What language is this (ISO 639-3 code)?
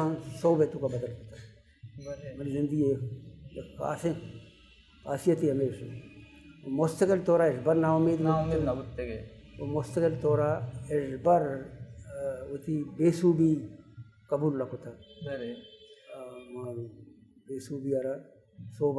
bal